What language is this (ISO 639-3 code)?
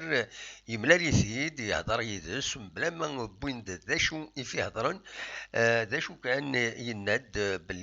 kab